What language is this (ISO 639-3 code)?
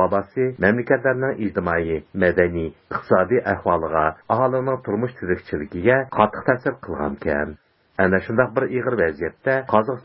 uig